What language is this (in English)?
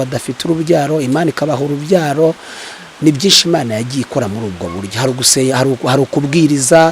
Kinyarwanda